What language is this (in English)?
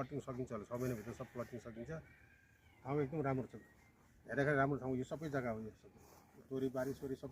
Nepali